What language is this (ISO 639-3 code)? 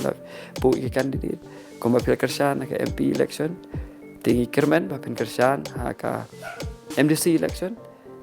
kha